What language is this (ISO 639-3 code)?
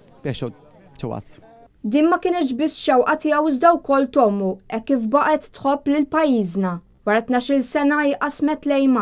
mlt